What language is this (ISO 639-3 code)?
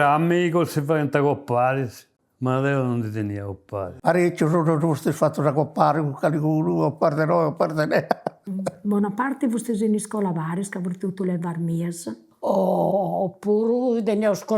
srd